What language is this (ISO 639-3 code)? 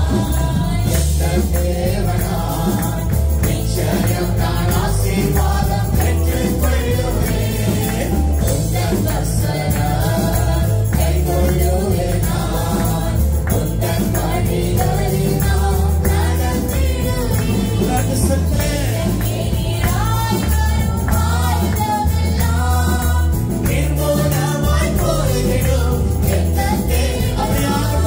tam